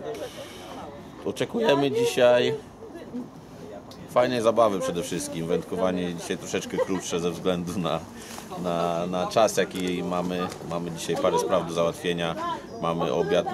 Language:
Polish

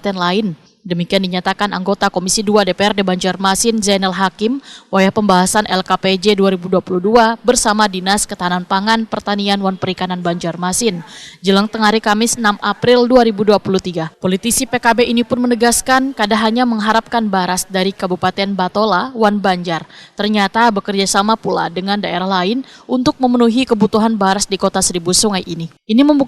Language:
Banjar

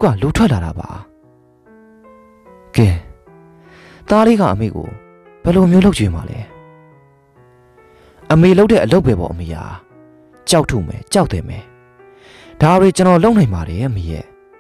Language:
Burmese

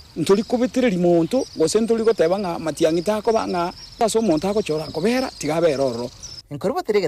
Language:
Gusii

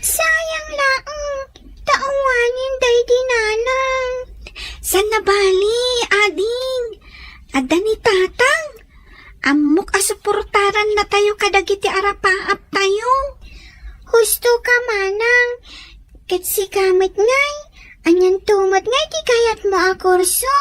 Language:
Iloko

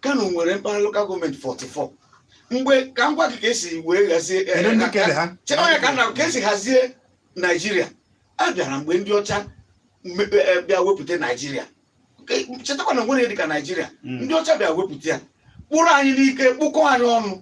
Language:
Igbo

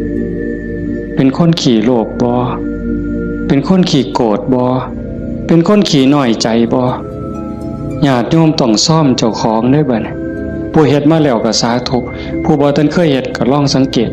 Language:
Northeastern Thai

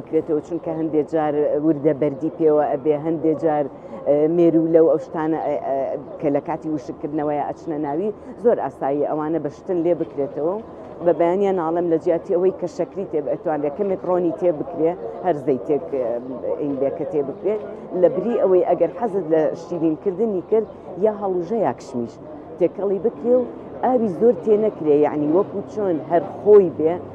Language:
Central Kurdish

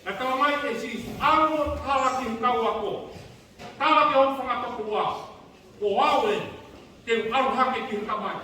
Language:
Tongan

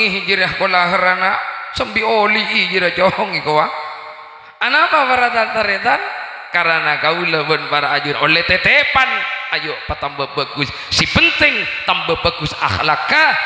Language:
Madurese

